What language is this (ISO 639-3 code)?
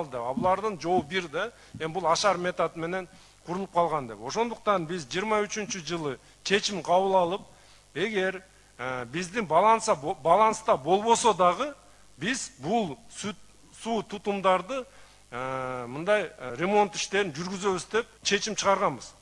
kir